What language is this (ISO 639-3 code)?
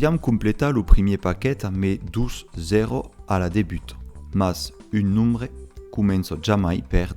oci